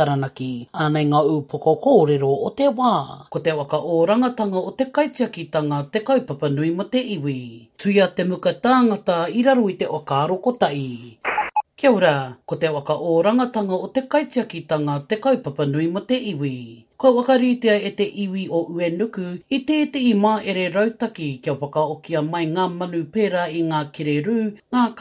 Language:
Māori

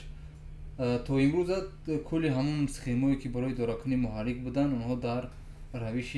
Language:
Tajik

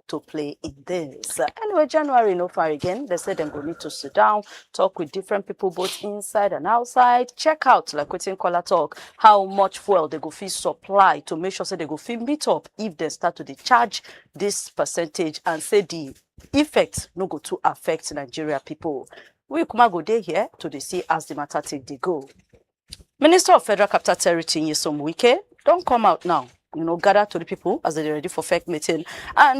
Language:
Nigerian Pidgin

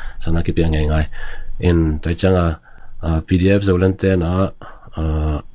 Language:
Tedim Chin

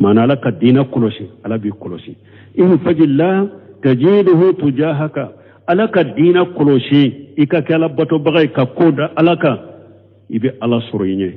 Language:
Bambara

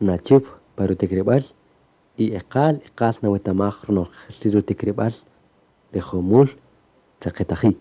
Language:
Kaqchikel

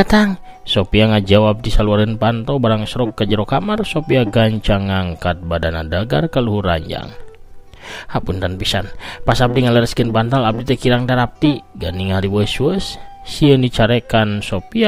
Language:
Sundanese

